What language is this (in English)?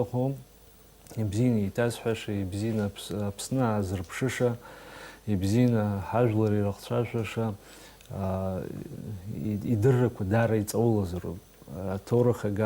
Abkhazian